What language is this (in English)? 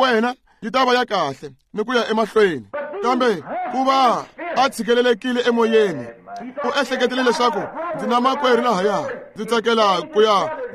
Tsonga